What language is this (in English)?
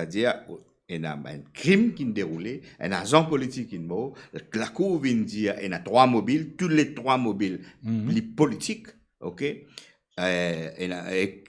Morisyen